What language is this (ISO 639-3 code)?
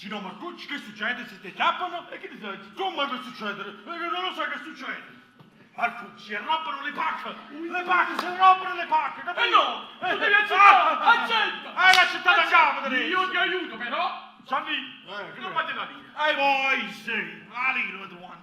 nap